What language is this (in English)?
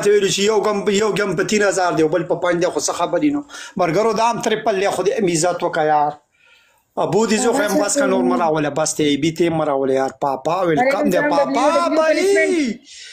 Pashto